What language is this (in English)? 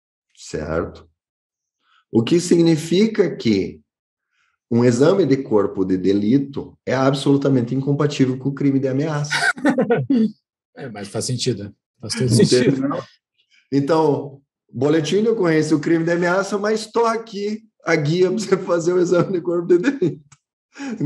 Portuguese